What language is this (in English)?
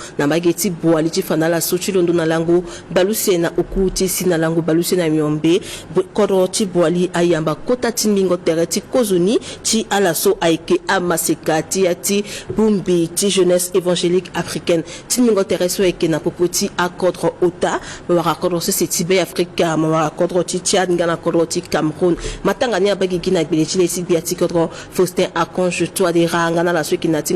Sango